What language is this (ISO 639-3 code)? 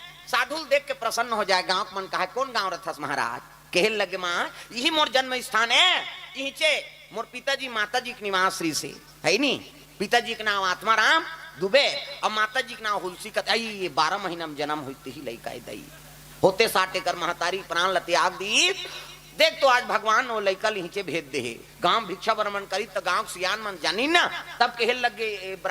hne